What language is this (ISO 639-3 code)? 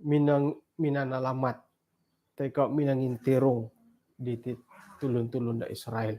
dtp